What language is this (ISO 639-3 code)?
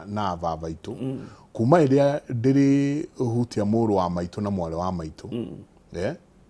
kik